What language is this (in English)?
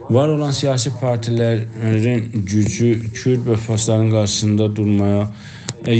South Azerbaijani